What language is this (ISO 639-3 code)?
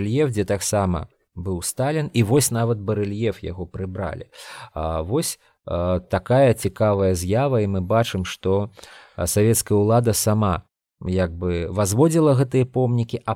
bel